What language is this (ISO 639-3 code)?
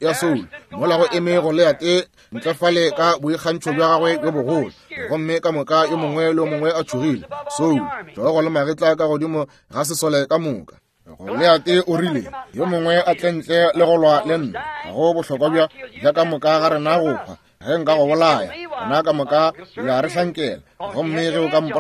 nso